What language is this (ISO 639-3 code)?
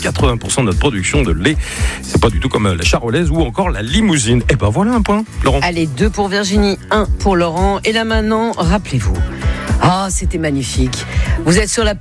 fra